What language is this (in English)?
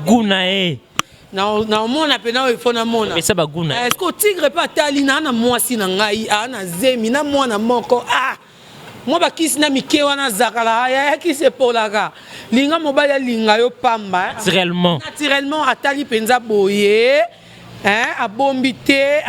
Lingala